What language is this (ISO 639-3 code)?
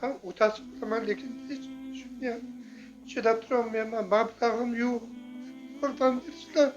uzb